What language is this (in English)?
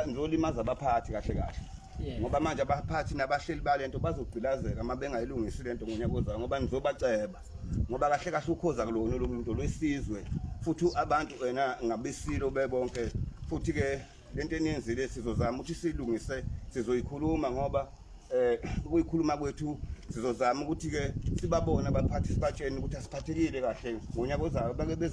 Zulu